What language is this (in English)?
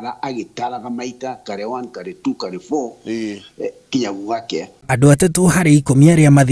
Kikuyu